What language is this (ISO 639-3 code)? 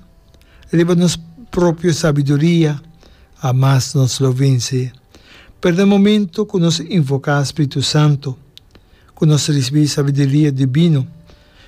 pap